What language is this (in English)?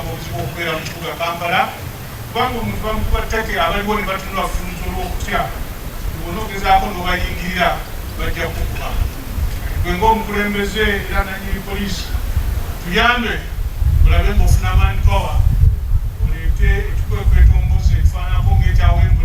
Ganda